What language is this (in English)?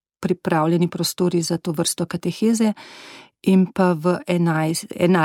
Slovenian